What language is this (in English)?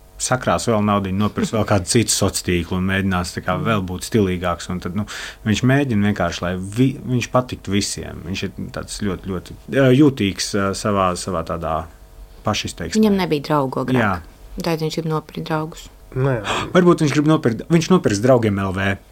Latvian